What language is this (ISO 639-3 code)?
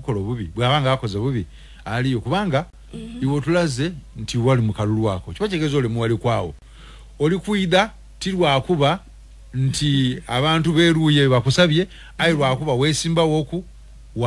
lug